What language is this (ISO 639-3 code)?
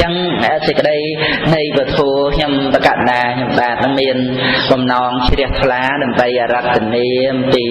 khm